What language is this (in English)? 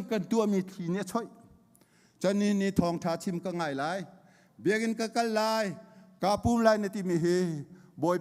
Hakha Chin